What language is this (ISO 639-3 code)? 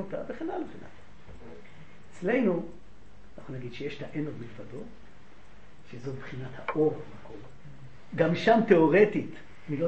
heb